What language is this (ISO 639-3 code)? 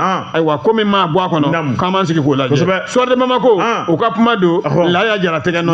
bam